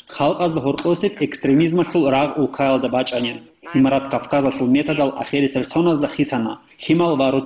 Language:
Avaric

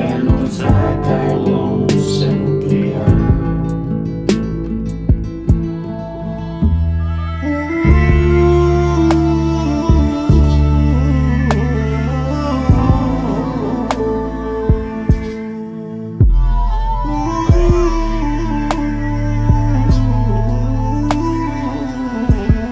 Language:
Basque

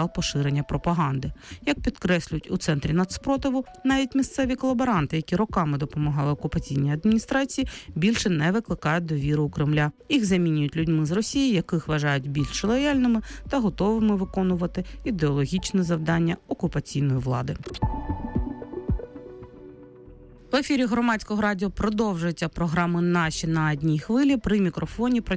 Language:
Ukrainian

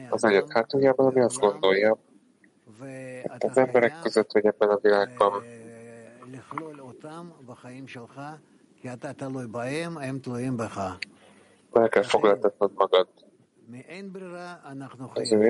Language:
Hungarian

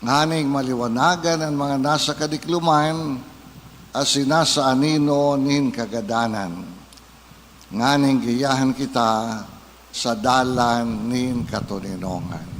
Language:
Bikol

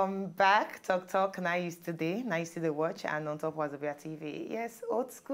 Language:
Nigerian Pidgin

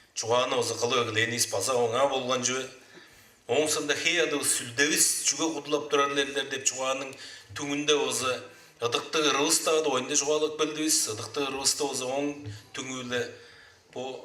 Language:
Tuvinian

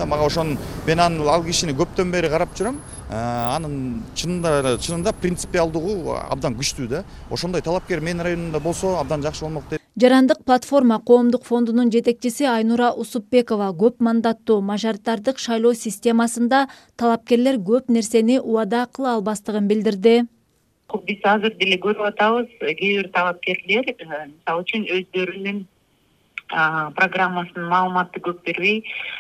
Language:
Kyrgyz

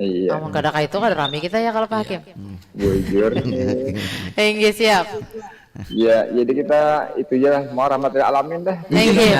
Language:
Banjar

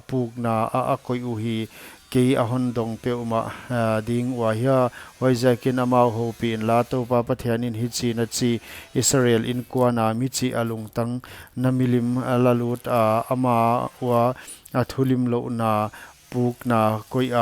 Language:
Paite Chin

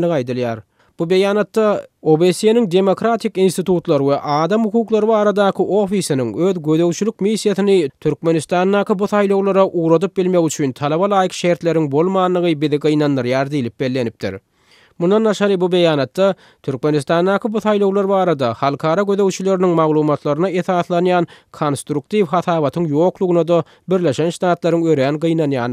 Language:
Turkmen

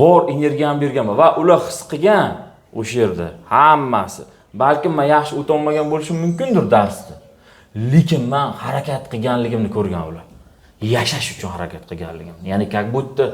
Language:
Uzbek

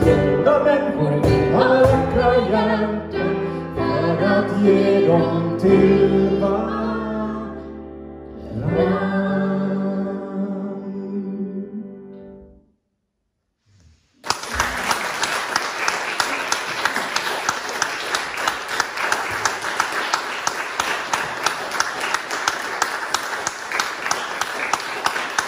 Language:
Swedish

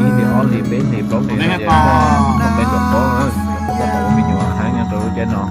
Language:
Hmong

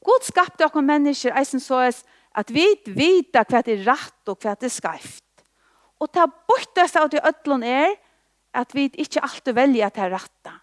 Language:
Faroese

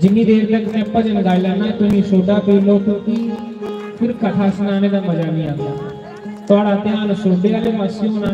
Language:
Dogri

